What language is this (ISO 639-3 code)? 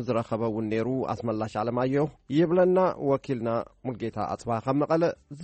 tir